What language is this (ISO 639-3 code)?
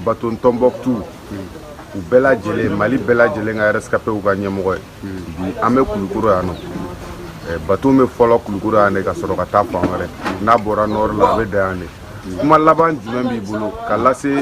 bam